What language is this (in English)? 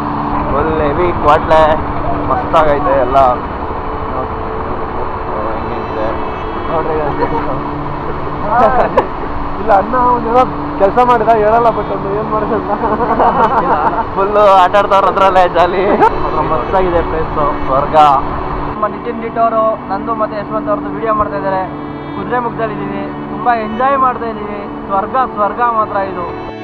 Kannada